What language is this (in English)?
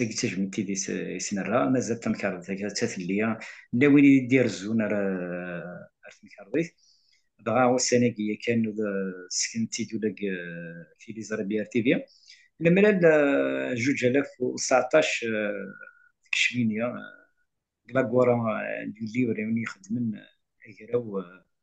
Kabyle